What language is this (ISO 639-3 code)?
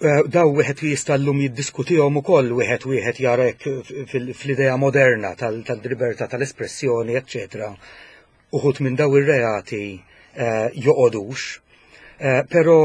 mlt